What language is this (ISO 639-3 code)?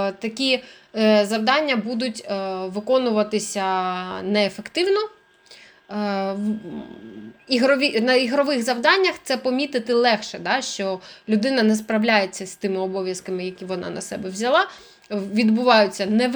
ukr